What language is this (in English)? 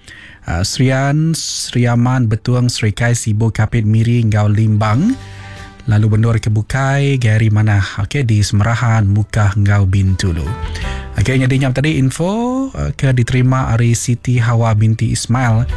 Iban